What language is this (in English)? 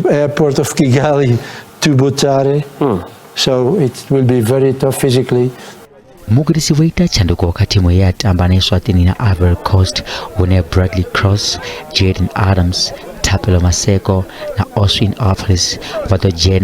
Venda